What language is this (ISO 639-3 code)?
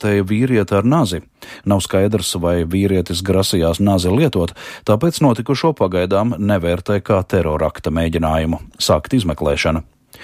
lav